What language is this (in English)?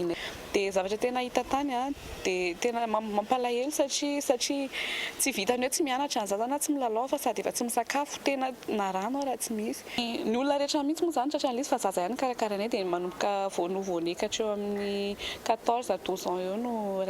Malagasy